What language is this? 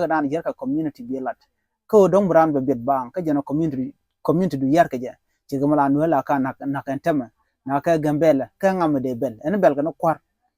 Nuer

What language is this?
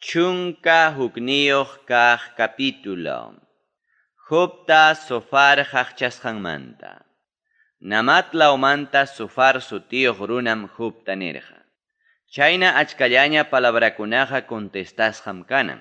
Ayacucho Quechua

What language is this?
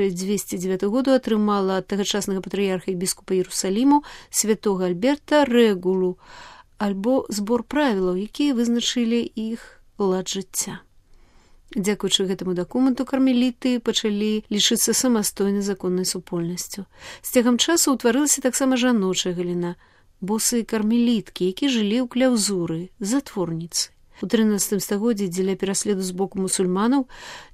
Belarusian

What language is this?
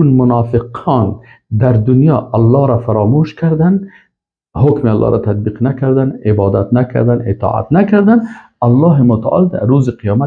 Persian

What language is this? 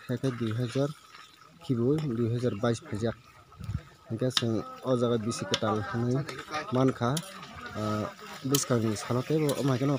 Kok Borok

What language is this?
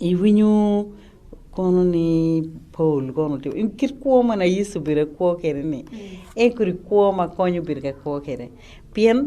Acoli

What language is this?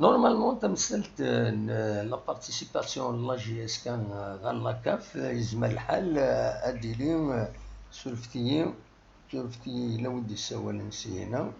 Kabyle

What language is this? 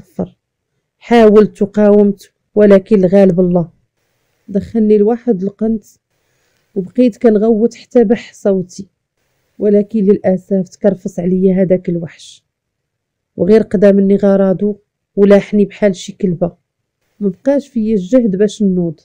Moroccan Arabic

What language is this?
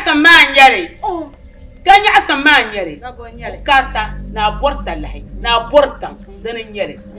Dagbani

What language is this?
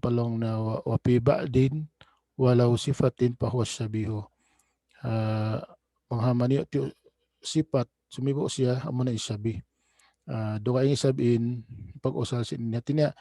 Tausug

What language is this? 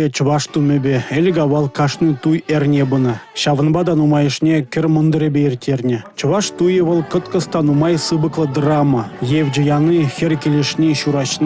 Chuvash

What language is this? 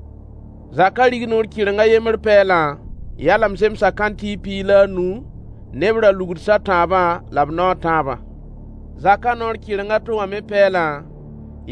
Mossi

